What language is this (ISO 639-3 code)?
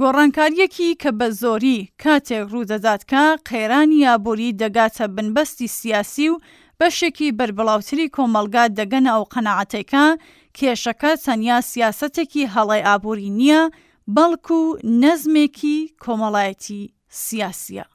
ckb